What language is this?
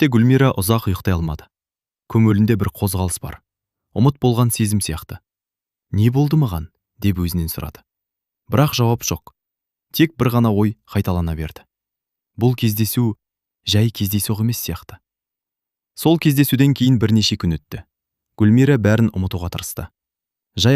Kazakh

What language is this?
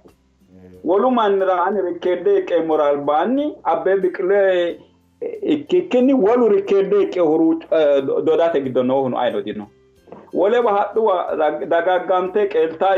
Sidamo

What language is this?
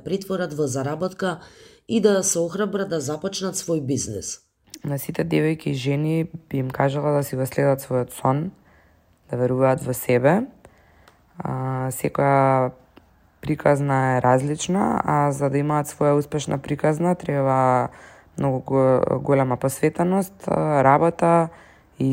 Macedonian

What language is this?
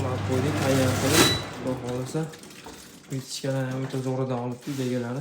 Uzbek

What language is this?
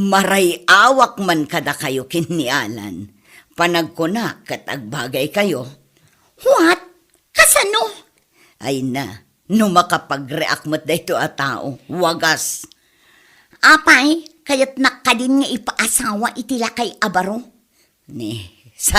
Iloko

